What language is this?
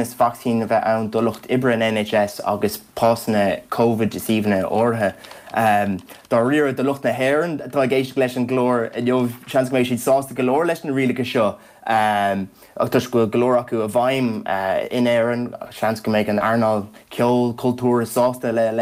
Irish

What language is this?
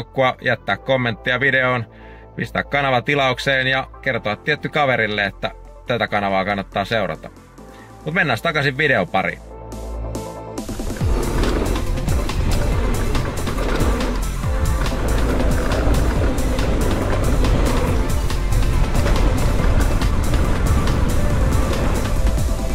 Finnish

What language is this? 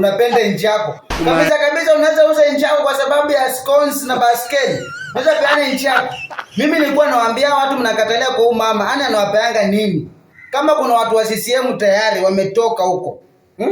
Swahili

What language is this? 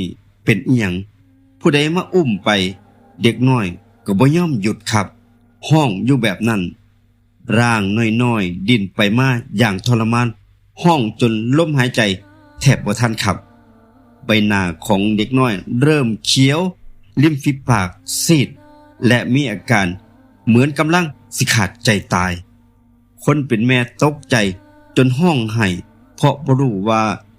Northeastern Thai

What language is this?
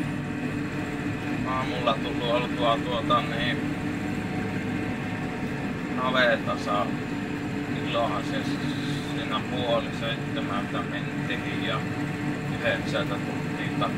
Finnish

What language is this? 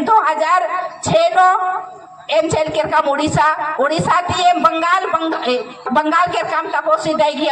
Kurukh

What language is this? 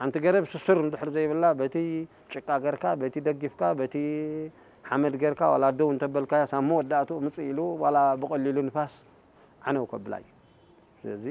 Tigrinya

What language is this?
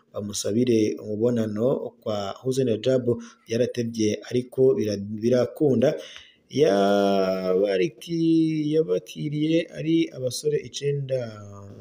Rundi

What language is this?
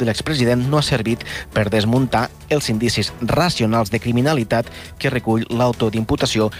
Catalan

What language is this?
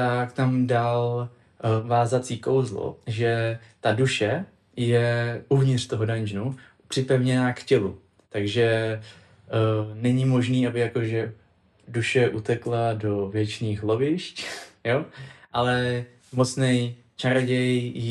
Czech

